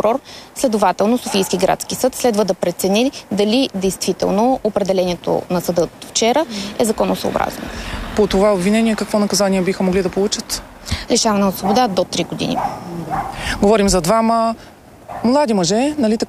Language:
Bulgarian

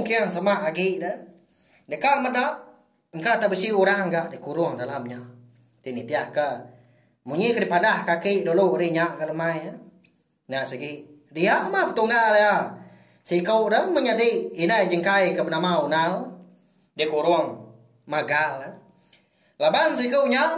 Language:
Iban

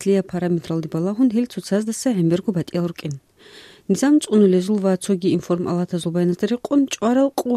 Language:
Avaric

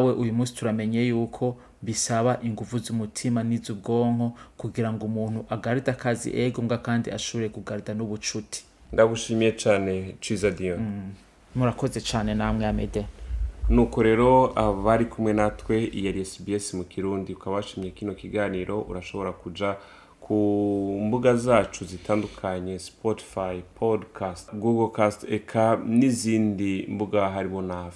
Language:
Rundi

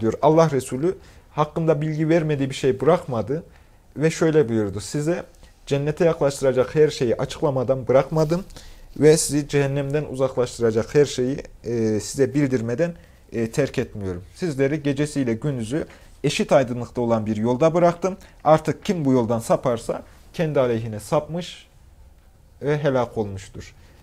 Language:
Turkish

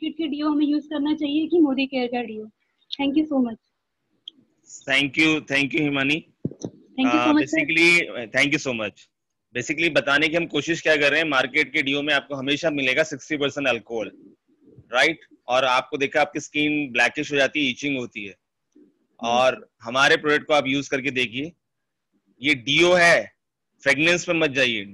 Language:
Hindi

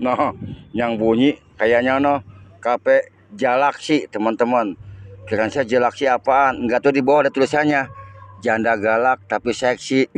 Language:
Betawi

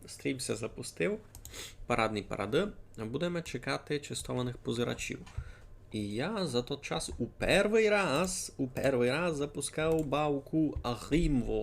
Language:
Rusyn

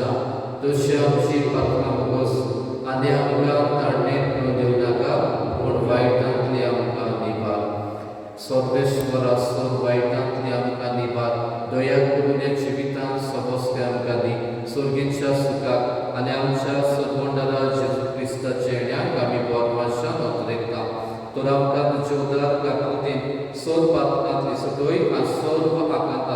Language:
Konkani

